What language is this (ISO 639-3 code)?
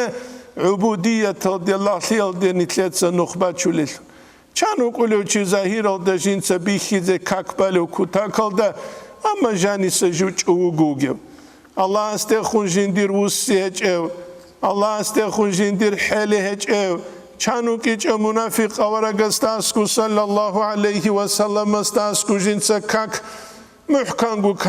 ava